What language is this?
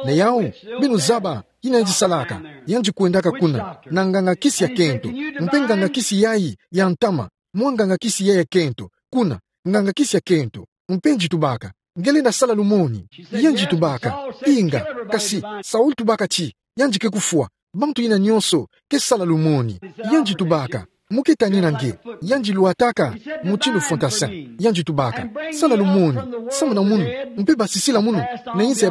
Kituba (Democratic Republic of Congo)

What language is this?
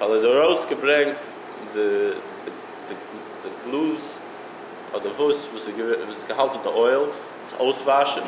Yiddish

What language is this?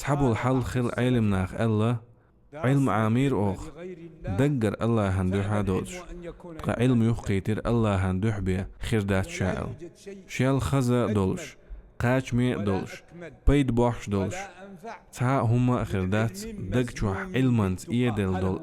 Chechen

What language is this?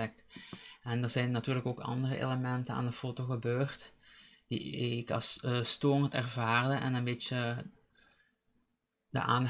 Dutch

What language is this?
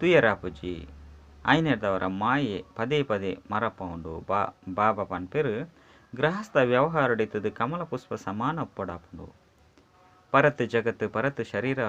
Tulu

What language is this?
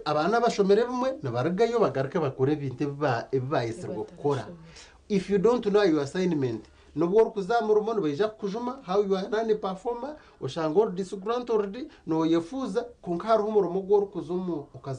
Nyankole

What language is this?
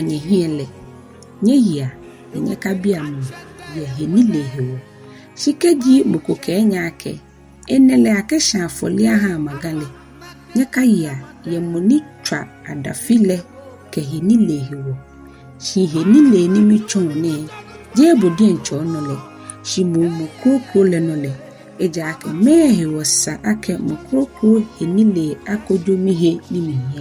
Ga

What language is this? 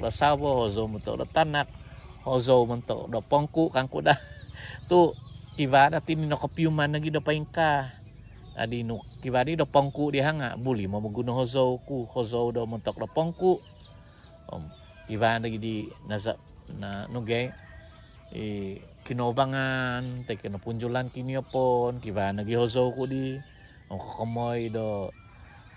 Central Dusun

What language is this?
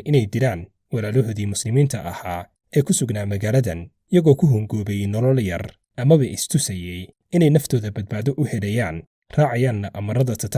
Somali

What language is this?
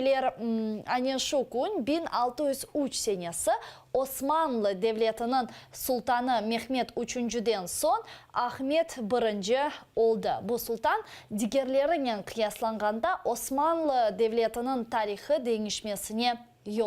Crimean Tatar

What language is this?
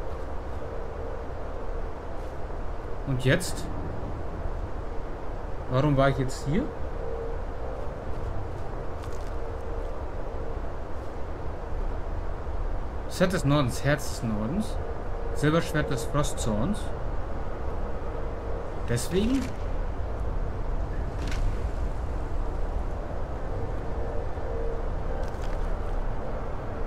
German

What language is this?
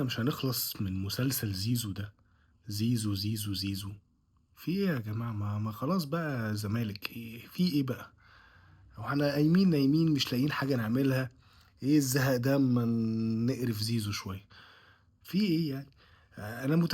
Egyptian Arabic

